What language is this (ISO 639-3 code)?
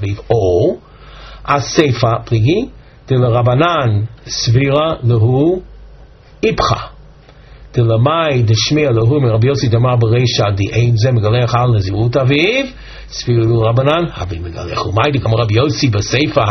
heb